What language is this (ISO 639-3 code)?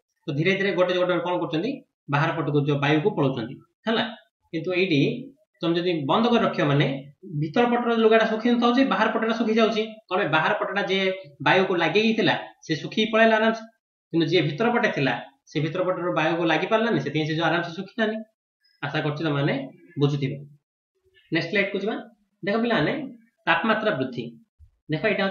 ori